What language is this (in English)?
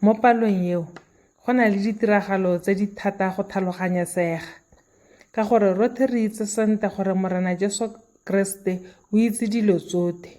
Tswana